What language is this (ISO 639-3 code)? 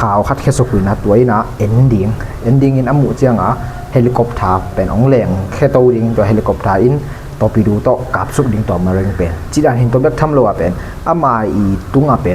ctd